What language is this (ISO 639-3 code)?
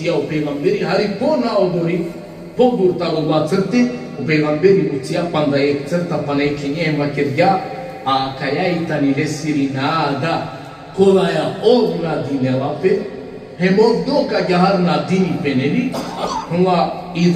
rmn